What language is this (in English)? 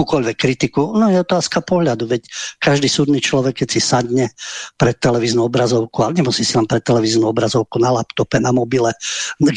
Slovak